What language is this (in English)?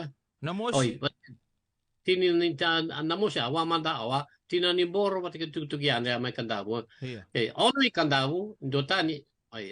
Fijian